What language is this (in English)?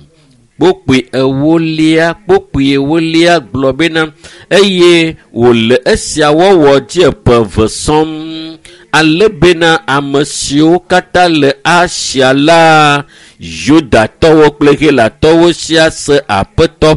Ewe